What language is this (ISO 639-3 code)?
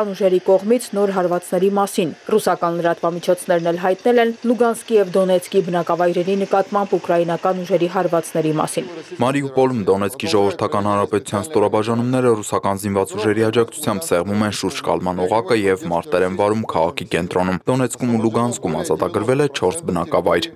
hye